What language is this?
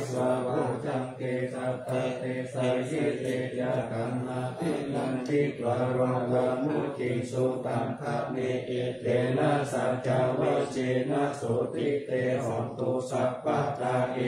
Pali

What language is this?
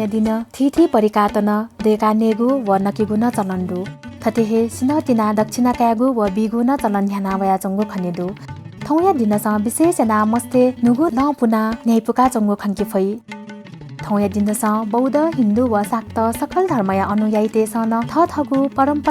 Newari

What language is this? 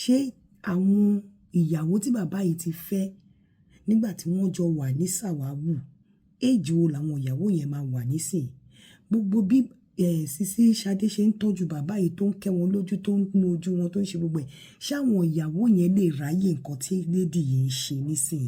Yoruba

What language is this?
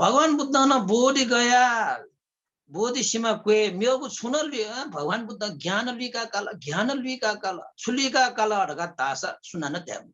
Newari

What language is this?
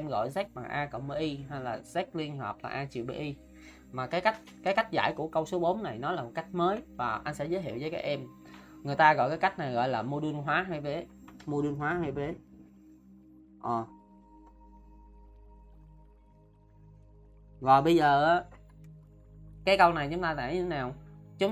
Vietnamese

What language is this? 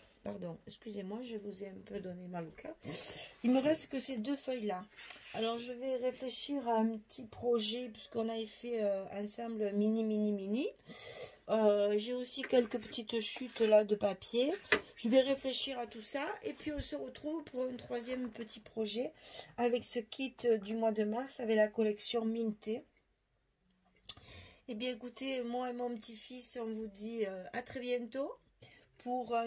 French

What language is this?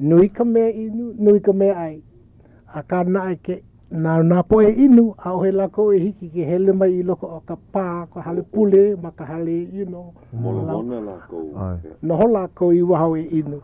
Hawaiian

